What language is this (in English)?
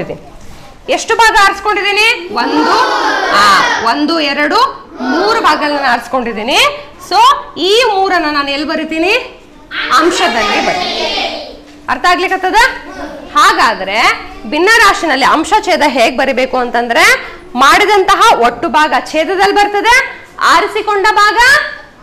Kannada